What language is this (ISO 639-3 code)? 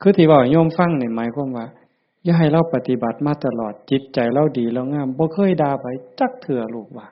tts